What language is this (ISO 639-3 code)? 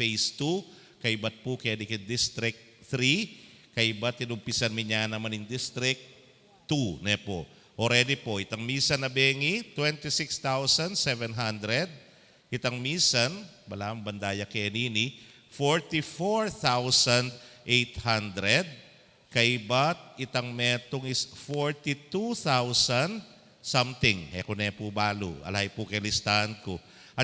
pam